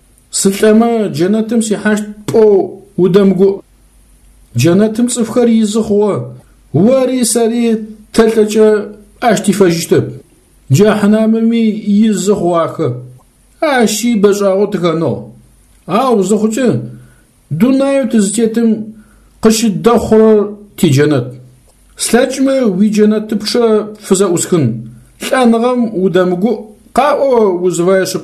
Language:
Adyghe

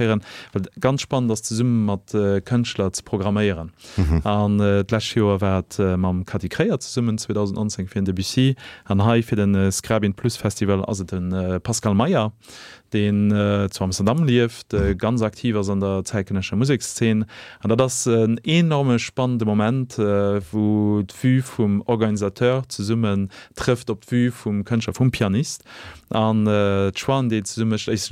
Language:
Luxembourgish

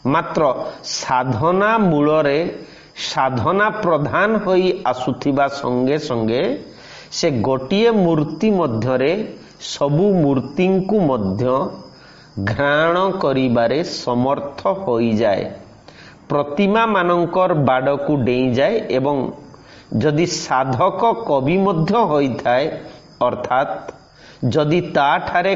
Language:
Odia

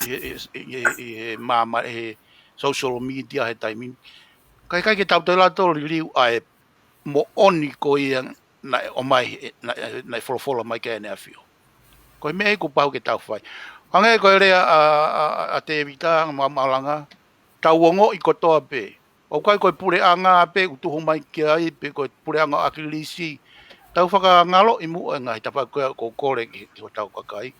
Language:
Tongan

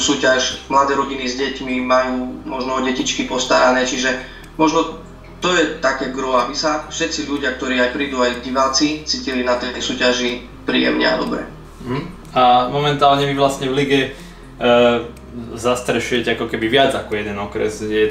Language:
Slovak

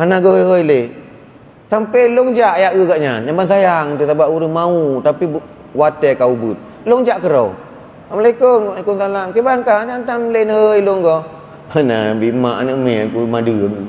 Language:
Achinese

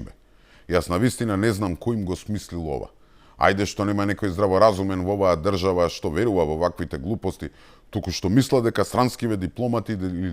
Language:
Macedonian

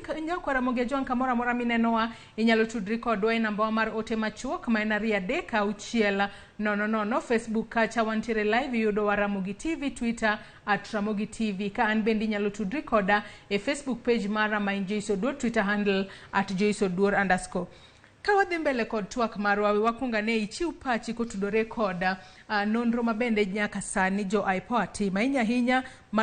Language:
Luo (Kenya and Tanzania)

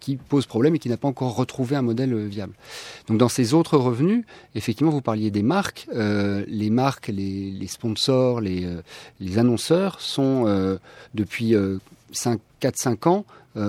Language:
French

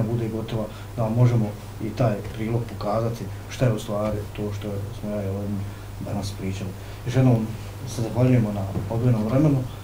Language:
Bosnian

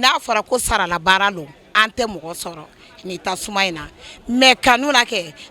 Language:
Bambara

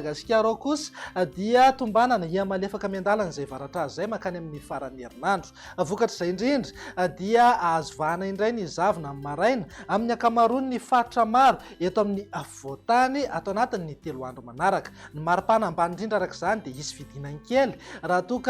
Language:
Malagasy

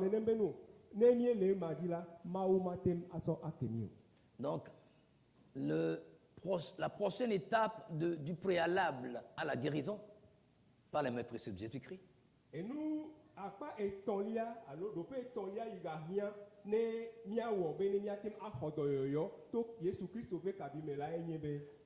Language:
Ewe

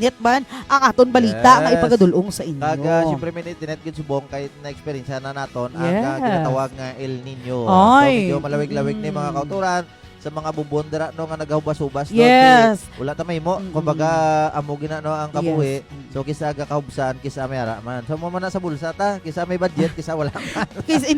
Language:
Hiligaynon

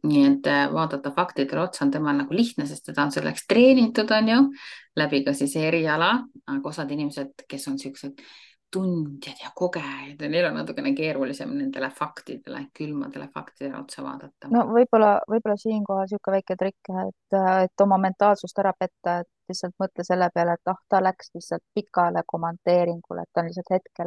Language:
Estonian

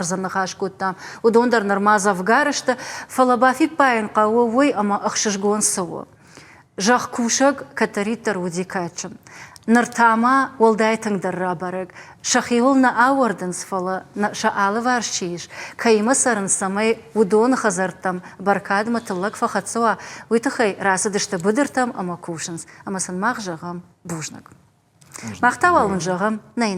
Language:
Ossetic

